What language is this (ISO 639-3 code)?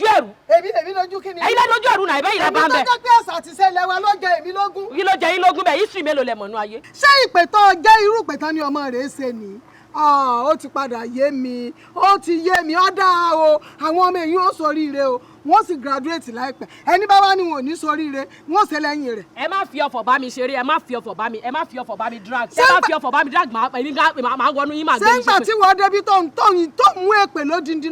yor